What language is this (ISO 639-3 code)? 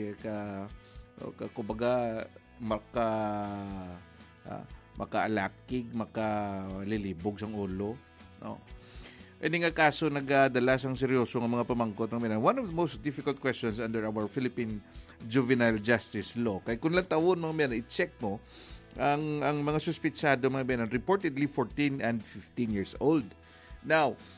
hil